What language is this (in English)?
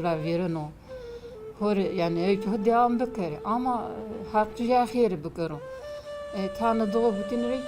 Zaza